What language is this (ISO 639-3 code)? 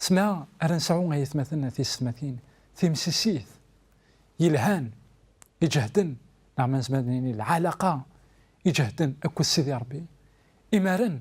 kab